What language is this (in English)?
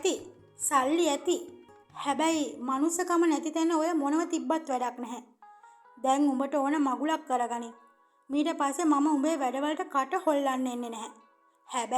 Sinhala